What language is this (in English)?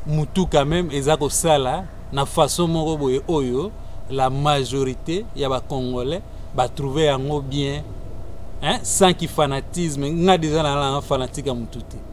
Lingala